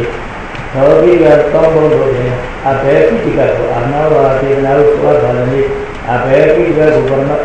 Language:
Burmese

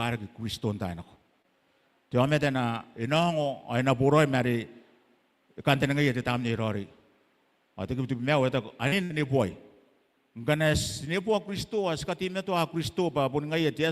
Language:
Gilbertese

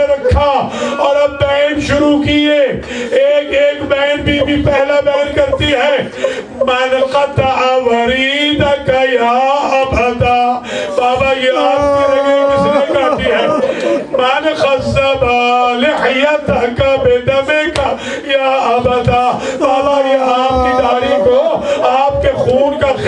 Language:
Urdu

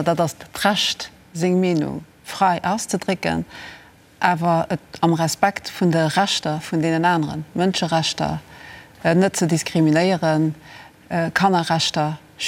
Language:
Luxembourgish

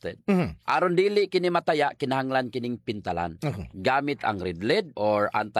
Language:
Cebuano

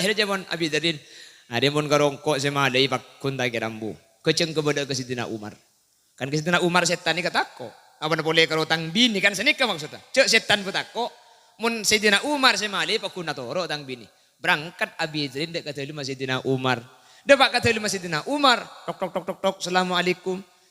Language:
Madurese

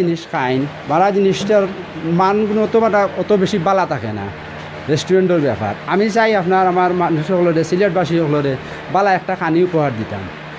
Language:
Sylheti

